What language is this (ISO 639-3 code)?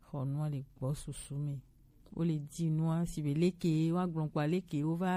gej